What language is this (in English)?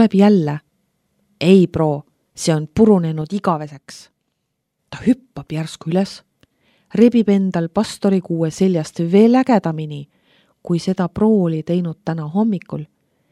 Estonian